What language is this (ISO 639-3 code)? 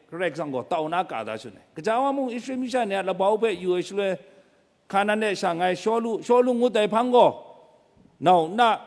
kac